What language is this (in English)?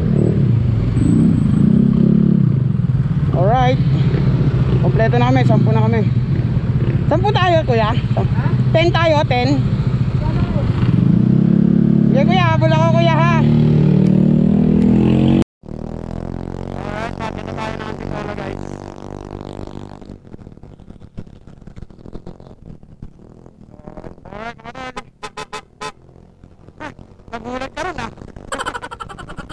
Filipino